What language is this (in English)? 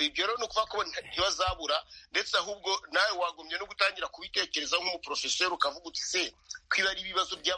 Kinyarwanda